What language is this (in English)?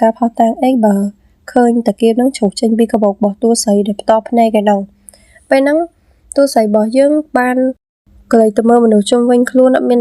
Khmer